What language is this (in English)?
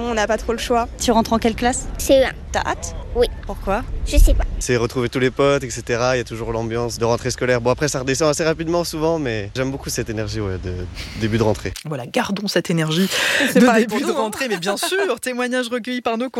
French